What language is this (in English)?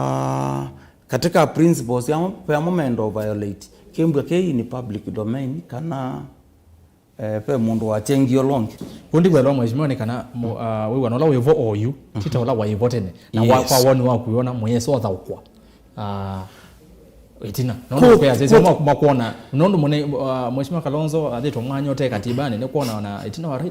Kamba